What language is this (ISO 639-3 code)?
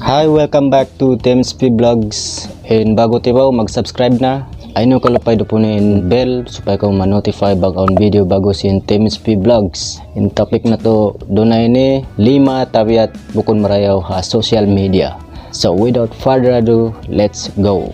tsg